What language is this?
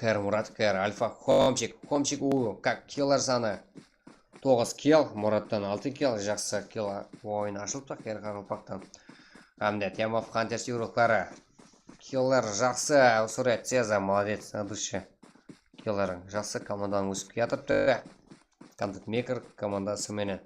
Kara-Kalpak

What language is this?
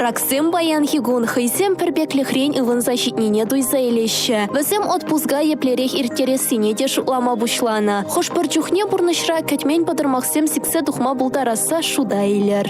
Chuvash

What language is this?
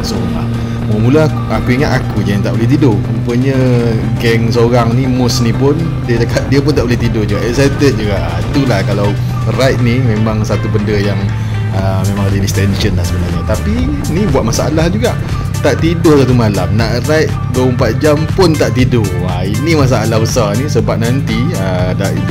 Malay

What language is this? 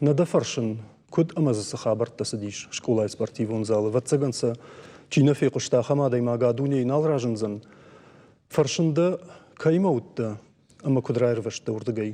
Ossetic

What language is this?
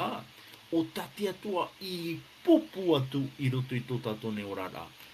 Tahitian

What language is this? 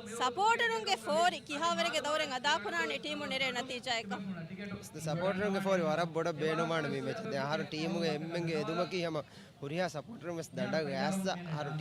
Divehi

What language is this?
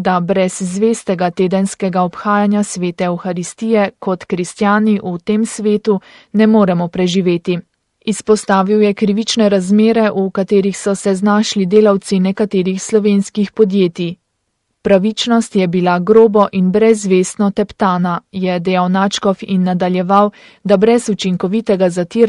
Slovenian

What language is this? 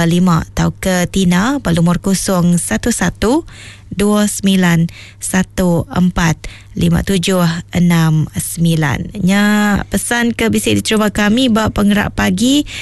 Iban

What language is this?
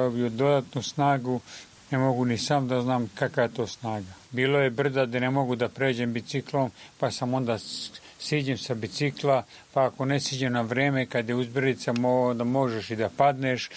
Serbian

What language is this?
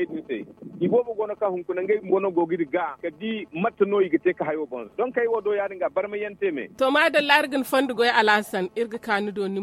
Zarma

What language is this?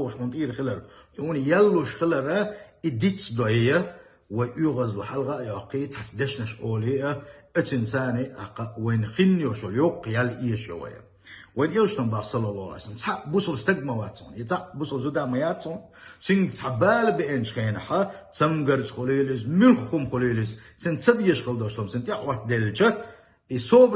Chechen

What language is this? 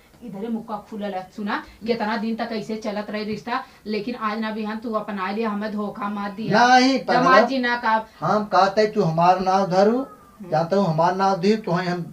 Awadhi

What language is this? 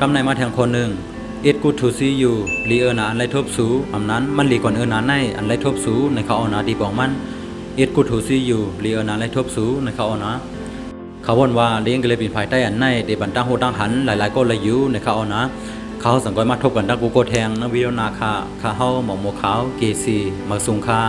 Shan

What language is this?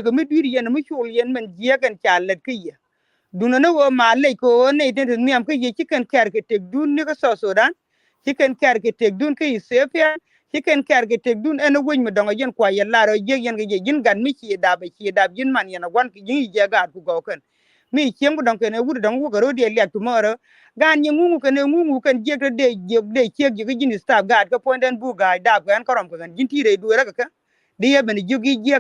Nuer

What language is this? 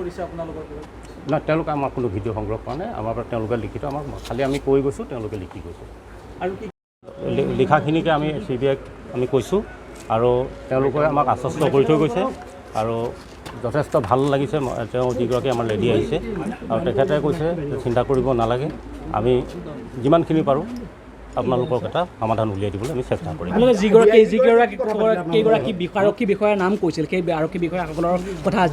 Assamese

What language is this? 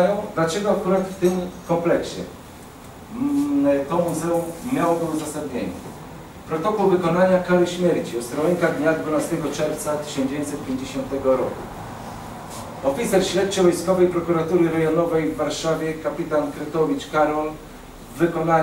Polish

